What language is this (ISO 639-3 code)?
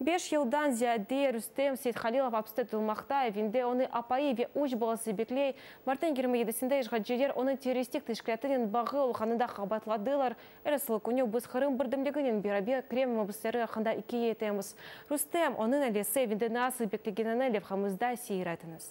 crh